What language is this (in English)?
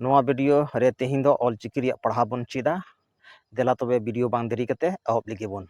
Santali